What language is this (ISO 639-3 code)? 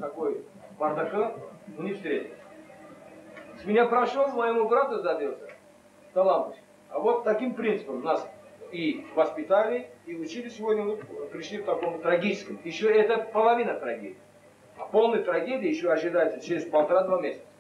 rus